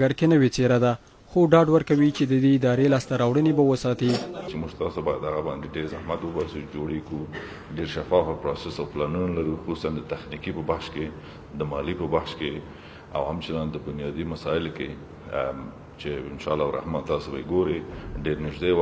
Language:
Pashto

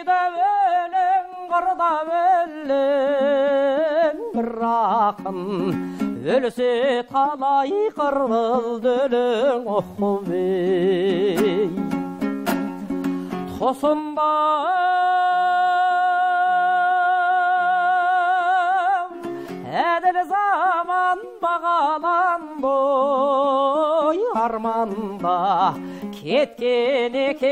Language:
Kazakh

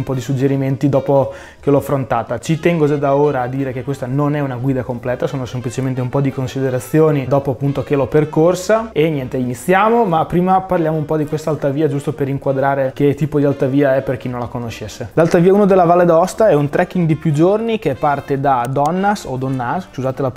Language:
Italian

